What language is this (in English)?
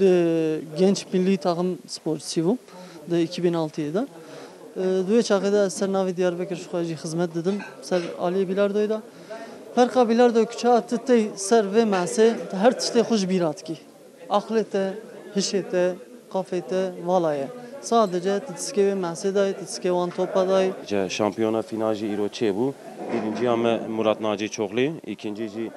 Kurdish